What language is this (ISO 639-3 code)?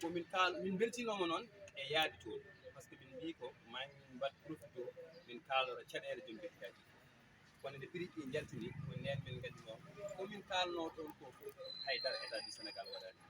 ful